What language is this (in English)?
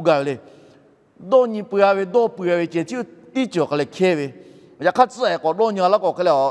Lahu